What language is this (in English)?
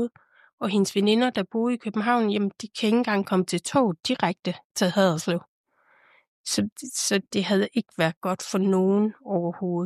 Danish